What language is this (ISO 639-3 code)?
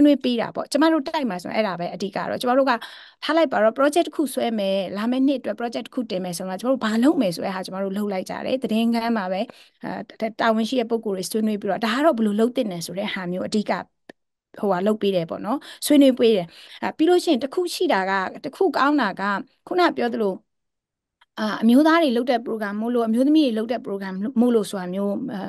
mya